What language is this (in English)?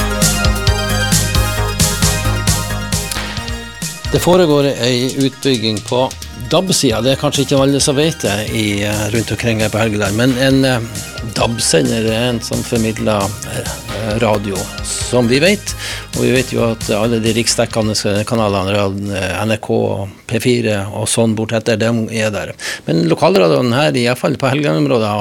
Norwegian